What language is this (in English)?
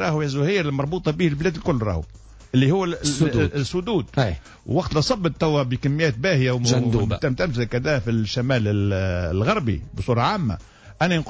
Tunisian Arabic